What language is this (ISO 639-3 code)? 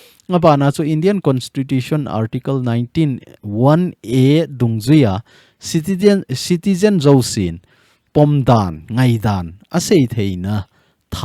tcz